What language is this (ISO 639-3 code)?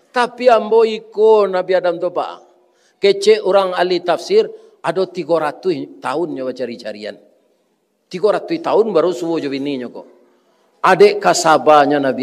min